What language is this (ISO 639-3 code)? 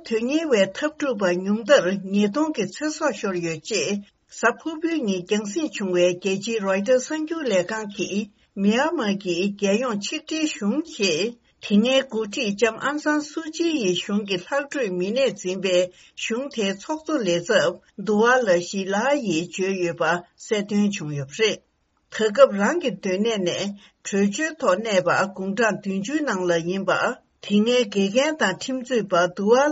bod